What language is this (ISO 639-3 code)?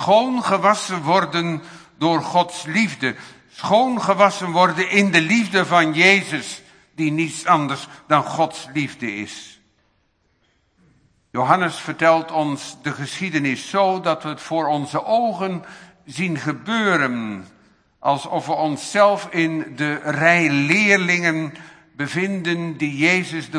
nld